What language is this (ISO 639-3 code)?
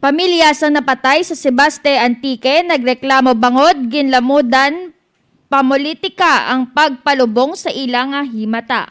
hil